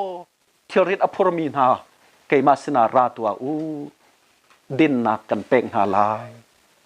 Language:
Hakha Chin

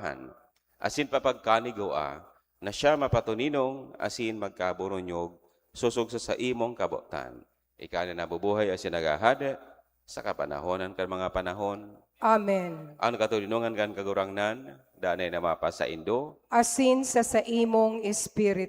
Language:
Bikol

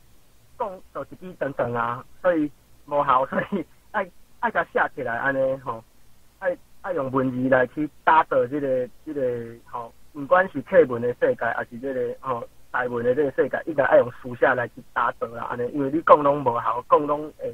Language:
Min Nan Chinese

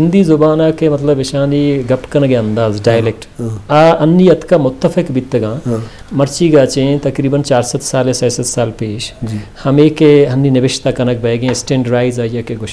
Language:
Eastern Balochi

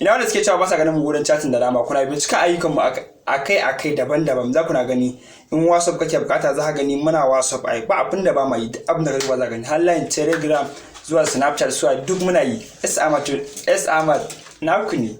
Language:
Hausa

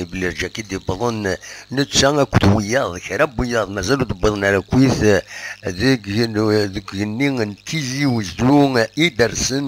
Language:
Kabyle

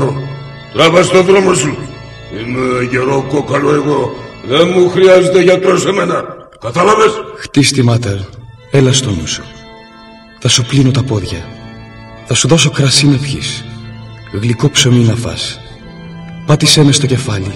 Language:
Greek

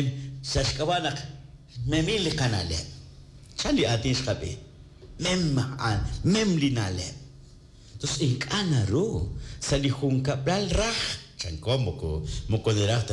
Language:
Kekchí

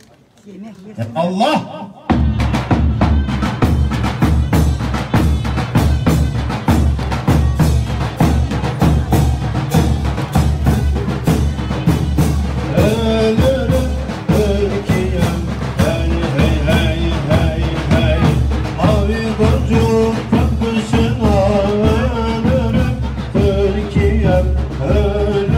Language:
Turkish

